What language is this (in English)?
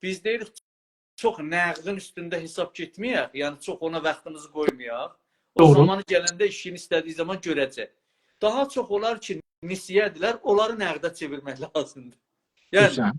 South Azerbaijani